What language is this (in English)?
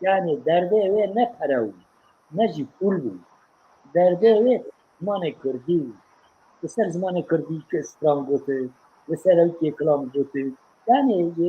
Kurdish